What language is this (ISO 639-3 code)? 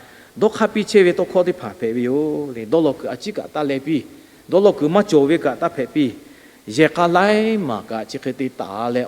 lhu